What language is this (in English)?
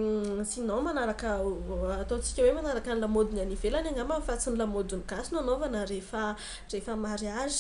Malagasy